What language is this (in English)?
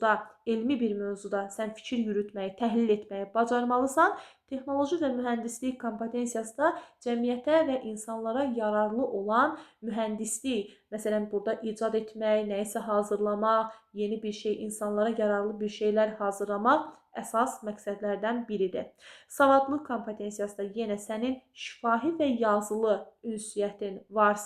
Azerbaijani